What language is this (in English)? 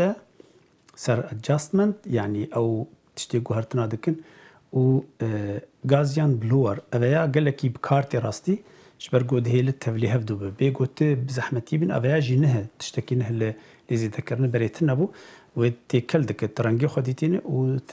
Kurdish